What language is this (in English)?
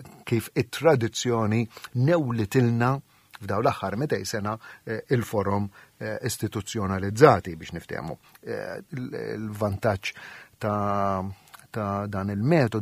Maltese